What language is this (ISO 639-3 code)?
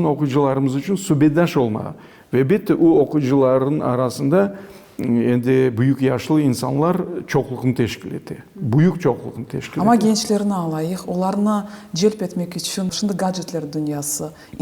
crh